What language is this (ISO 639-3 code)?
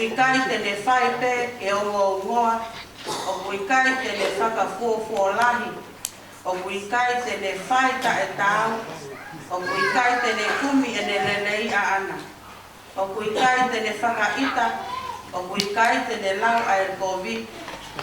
ton